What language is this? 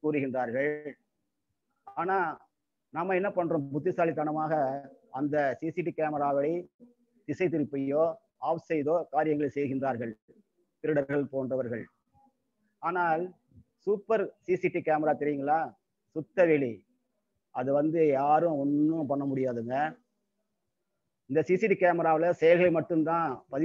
Tamil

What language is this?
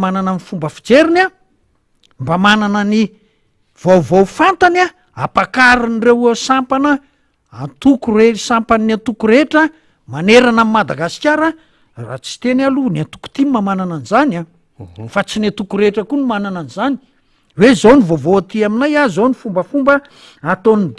Malagasy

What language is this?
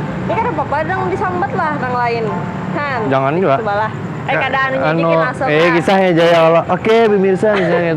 Banjar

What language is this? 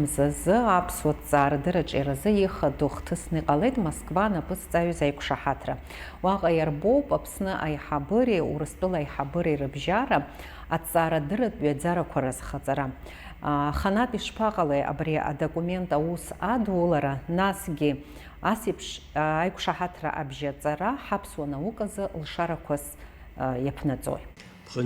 Abkhazian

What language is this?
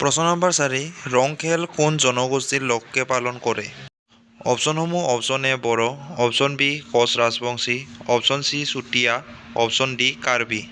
Assamese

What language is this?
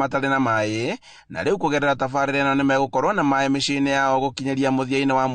Kikuyu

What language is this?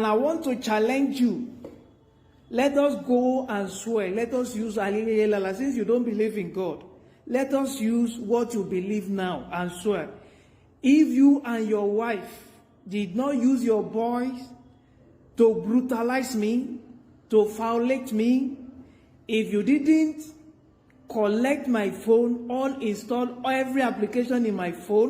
Nigerian Pidgin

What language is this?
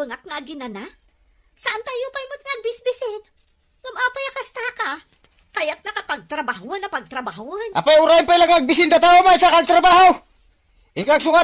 Iloko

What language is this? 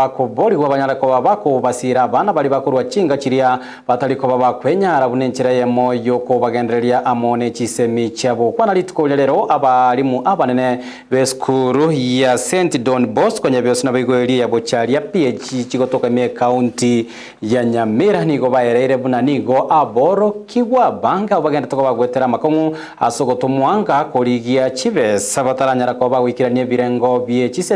Gusii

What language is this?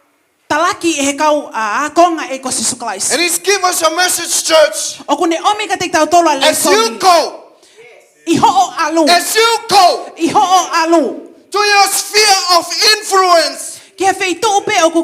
Tongan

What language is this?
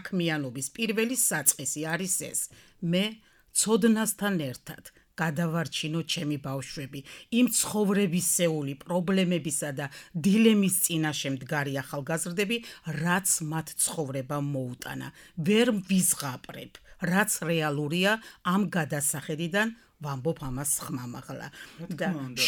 Georgian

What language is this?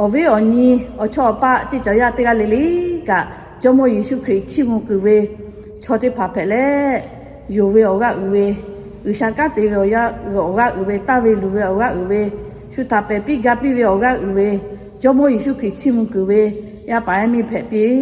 Lahu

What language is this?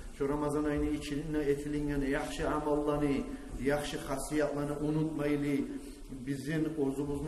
Kumyk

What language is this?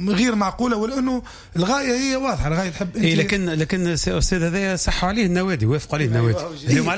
Tunisian Arabic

